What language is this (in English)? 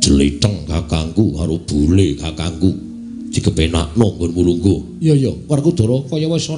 Javanese